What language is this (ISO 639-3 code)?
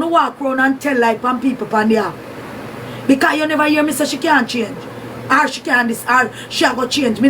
jam